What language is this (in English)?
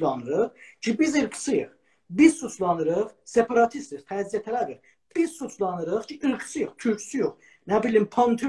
South Azerbaijani